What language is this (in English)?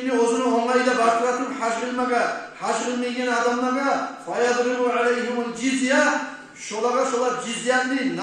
Kumyk